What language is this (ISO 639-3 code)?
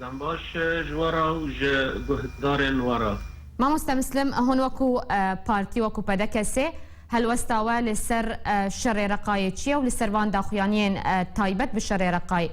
kur